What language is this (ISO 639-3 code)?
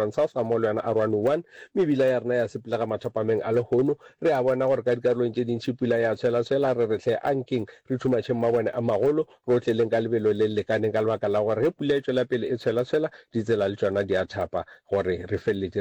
nso